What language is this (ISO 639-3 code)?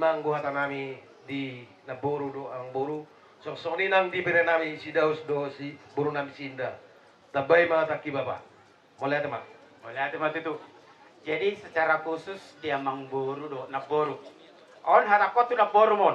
bbc